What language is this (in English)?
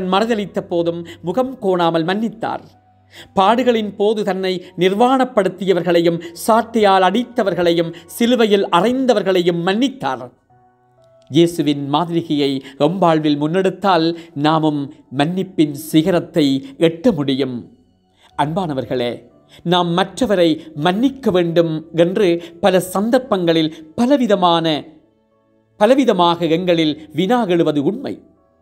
Tamil